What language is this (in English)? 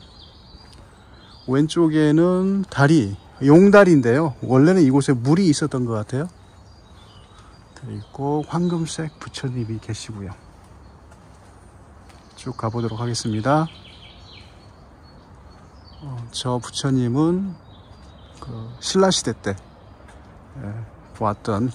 Korean